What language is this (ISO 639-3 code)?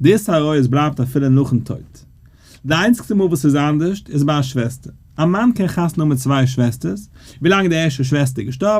yid